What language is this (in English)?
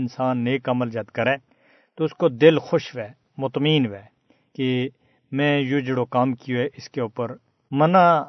Gujari